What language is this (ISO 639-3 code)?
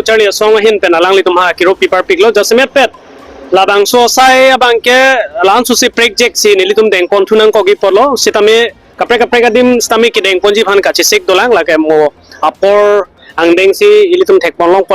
mjw